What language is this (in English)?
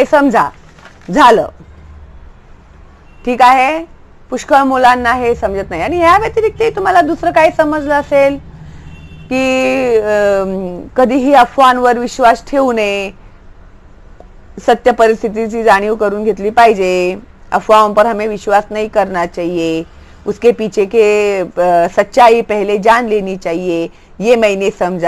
Marathi